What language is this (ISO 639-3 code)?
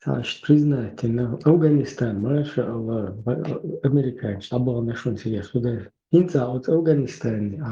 che